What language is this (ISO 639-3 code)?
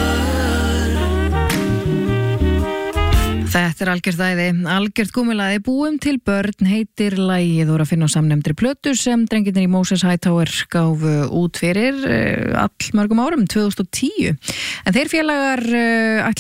isl